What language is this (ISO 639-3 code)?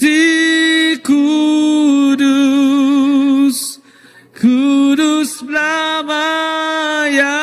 iba